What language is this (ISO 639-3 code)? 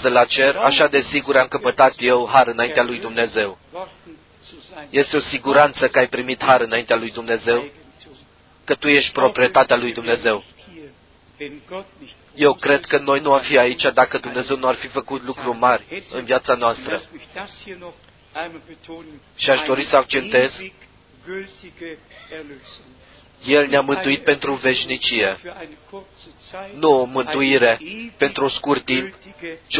ron